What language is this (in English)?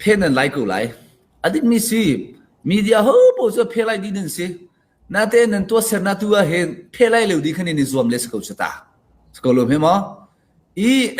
Hakha Chin